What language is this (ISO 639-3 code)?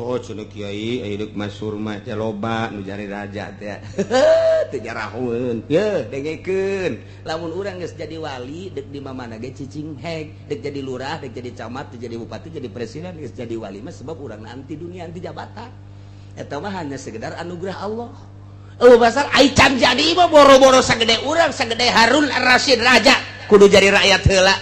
sun